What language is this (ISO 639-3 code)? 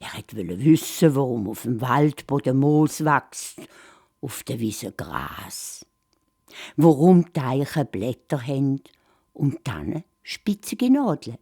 gsw